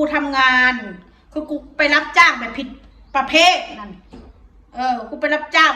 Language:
Northeastern Thai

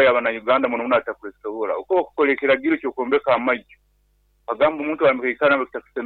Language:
Nyankole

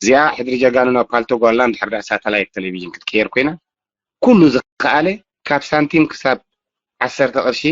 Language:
Tigrinya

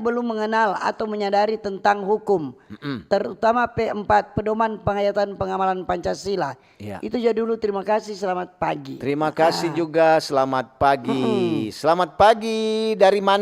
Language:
Manado Malay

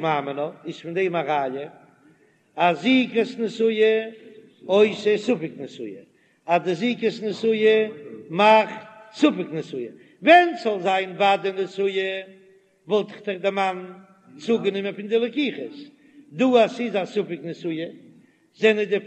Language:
Yiddish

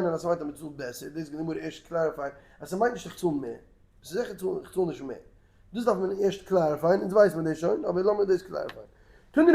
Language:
Yiddish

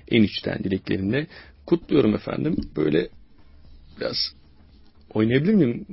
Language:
Turkish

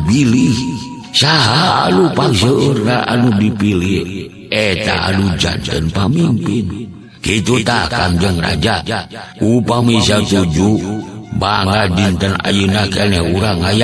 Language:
Sundanese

